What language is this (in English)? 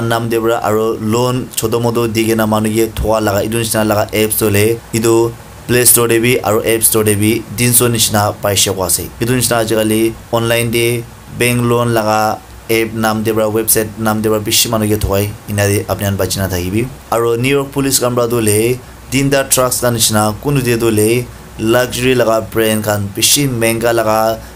Naga Pidgin